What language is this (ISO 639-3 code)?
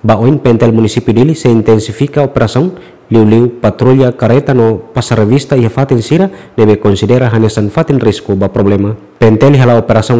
tet